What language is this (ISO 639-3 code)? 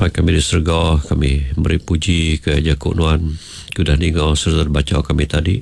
iba